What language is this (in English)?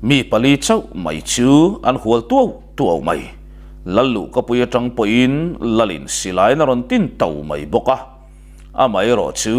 Mizo